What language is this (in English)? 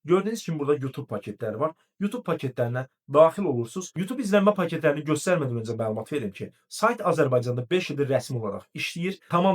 Azerbaijani